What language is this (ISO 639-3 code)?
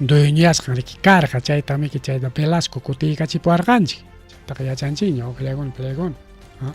quy